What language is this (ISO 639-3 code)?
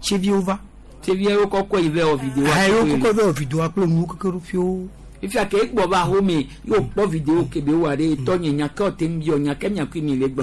gej